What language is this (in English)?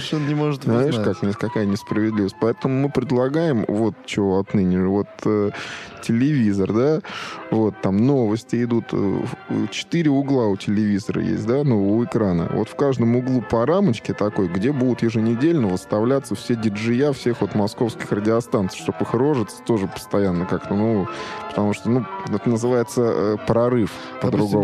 Russian